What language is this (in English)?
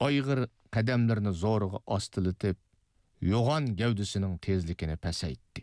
Uyghur